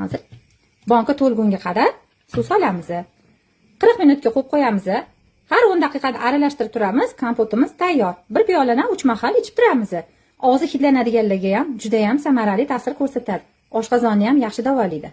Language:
Uzbek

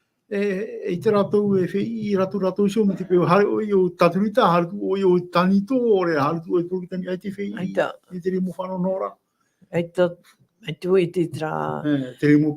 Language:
Tahitian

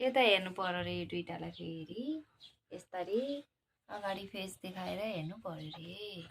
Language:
Nepali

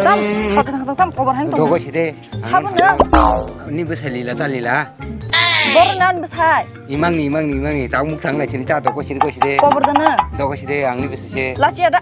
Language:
Kok Borok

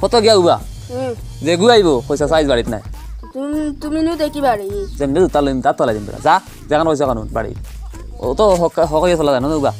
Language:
Sylheti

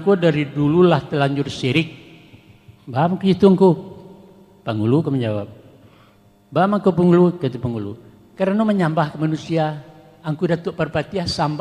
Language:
Minangkabau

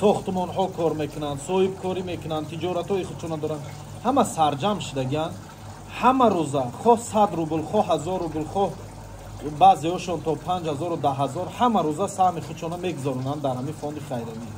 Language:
Tajik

